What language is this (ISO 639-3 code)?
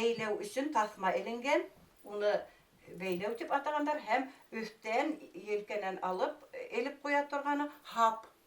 bak